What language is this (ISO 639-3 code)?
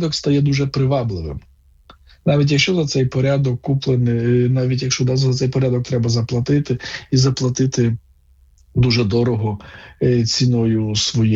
ukr